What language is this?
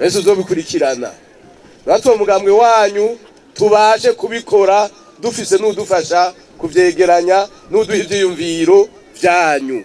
Rundi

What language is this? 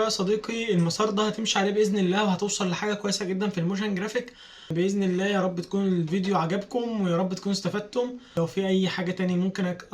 Egyptian Arabic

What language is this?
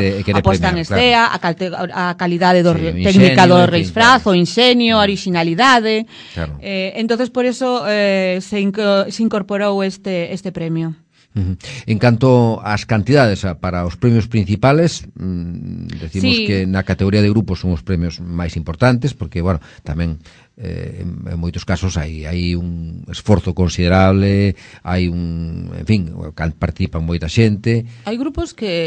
Galician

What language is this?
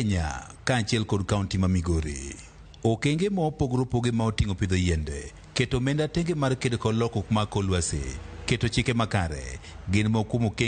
Luo (Kenya and Tanzania)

